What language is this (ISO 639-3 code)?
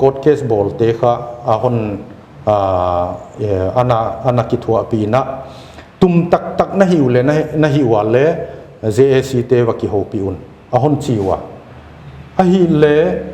pck